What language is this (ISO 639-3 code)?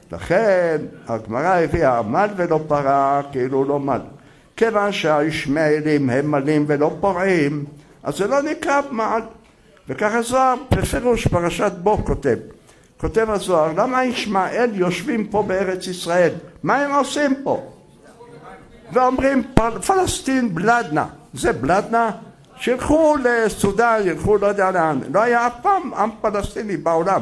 heb